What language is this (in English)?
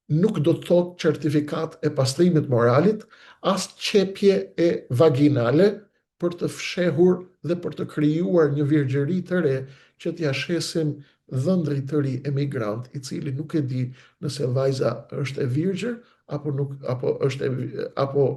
Albanian